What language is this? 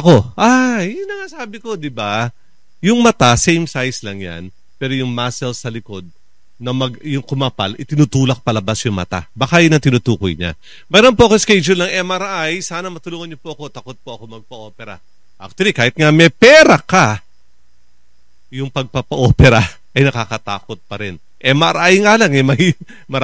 Filipino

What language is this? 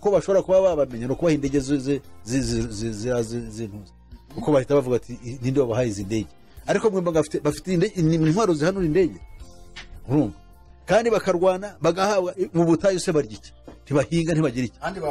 Kinyarwanda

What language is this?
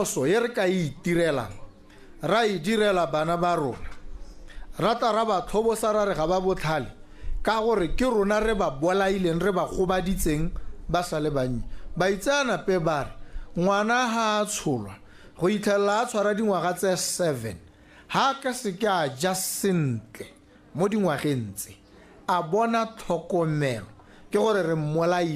Tswana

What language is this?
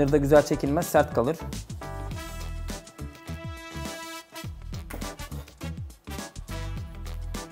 Turkish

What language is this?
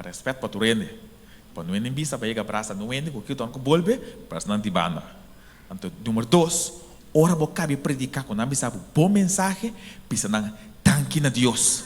Papiamento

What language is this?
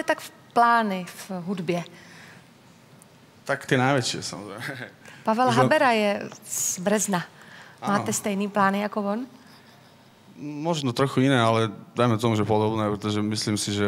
Slovak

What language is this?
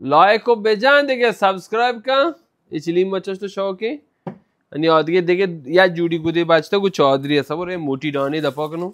Baluchi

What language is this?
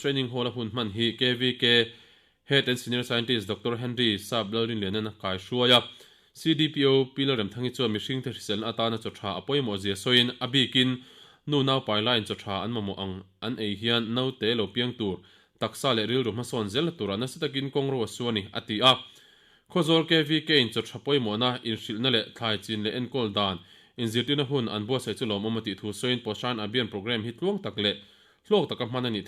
Mizo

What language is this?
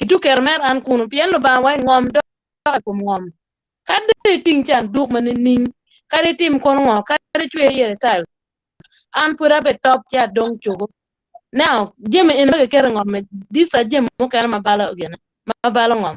Acoli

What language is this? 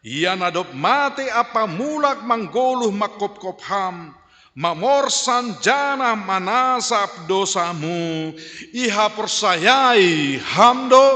Batak Simalungun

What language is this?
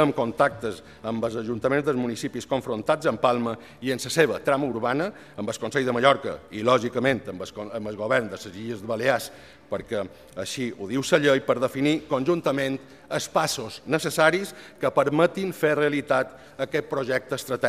Catalan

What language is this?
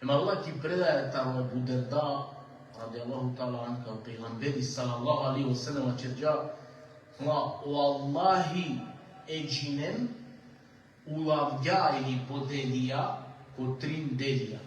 Balkan Romani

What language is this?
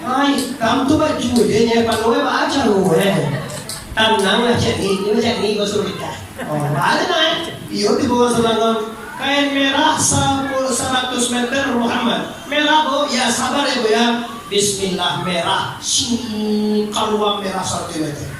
Minangkabau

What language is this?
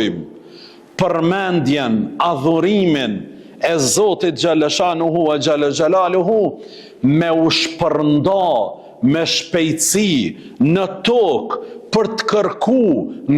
Albanian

